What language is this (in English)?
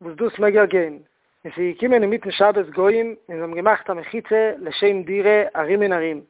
Yiddish